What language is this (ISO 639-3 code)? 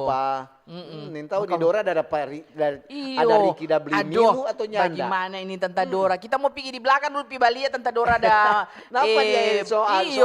xmm